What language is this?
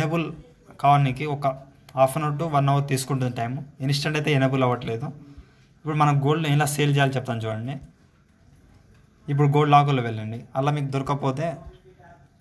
Telugu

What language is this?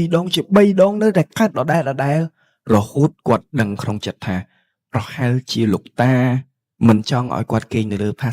Khmer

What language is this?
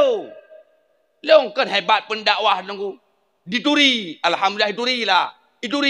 Achinese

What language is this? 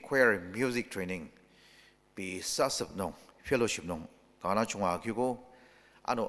Ao Naga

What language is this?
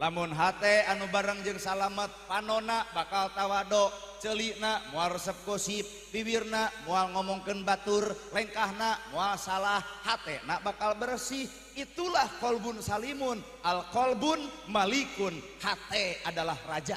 Sundanese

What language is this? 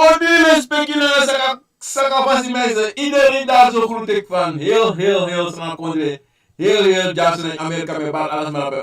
Sranan Tongo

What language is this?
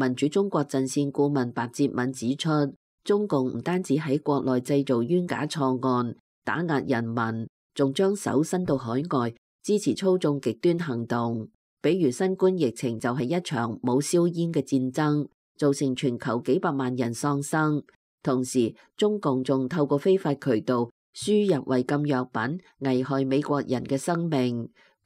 Cantonese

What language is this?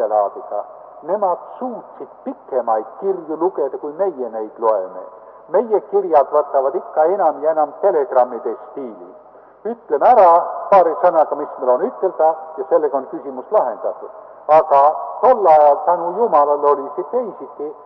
Estonian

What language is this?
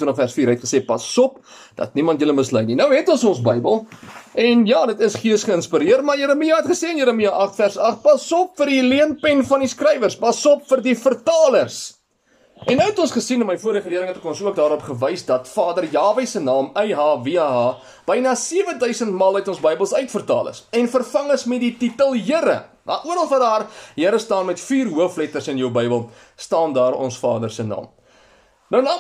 Afrikaans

